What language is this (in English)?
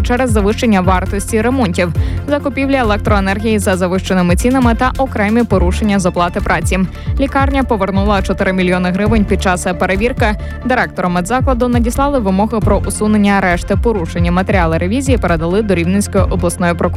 Ukrainian